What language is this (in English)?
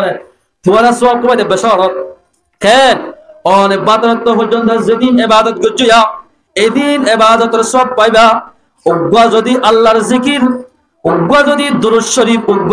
Rohingya